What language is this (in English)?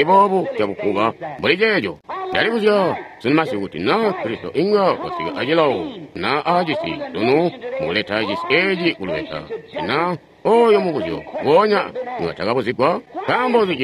Tonga (Zambia)